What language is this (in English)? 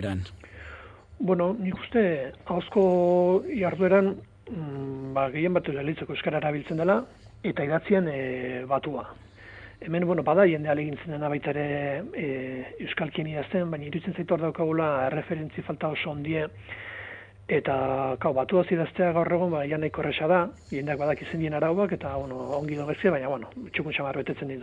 Basque